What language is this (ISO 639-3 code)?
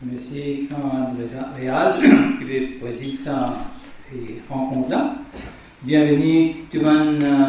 mfe